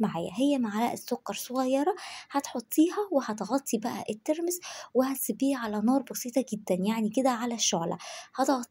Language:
Egyptian Arabic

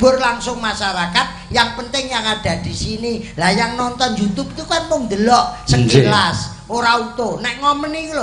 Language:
Javanese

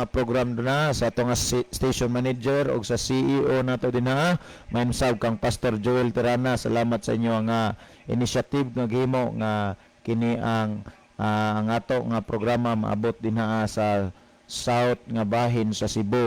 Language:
Cebuano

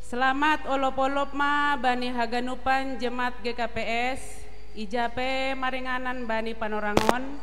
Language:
Batak Simalungun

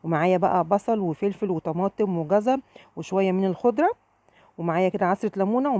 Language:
Egyptian Arabic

